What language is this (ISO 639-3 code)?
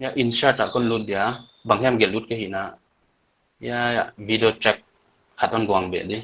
pck